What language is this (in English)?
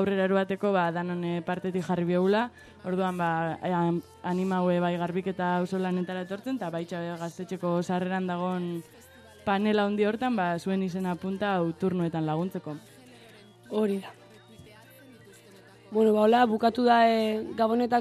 Basque